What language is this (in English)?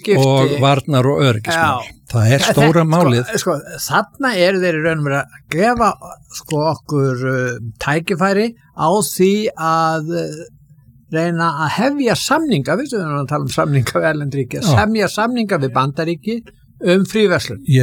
Icelandic